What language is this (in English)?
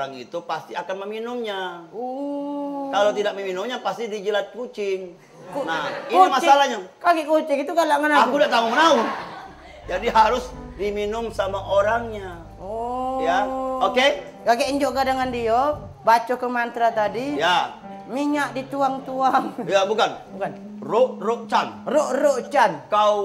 Musi